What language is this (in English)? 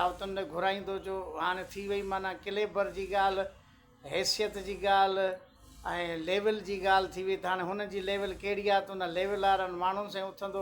Sindhi